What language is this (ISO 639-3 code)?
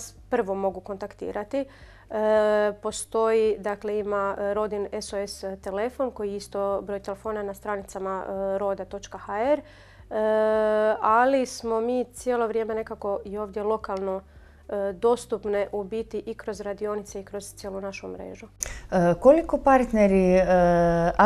hrv